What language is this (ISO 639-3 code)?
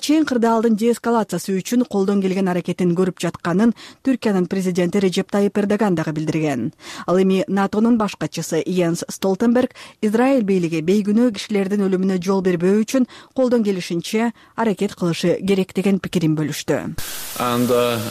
kir